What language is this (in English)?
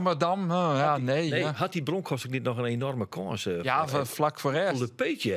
Western Frisian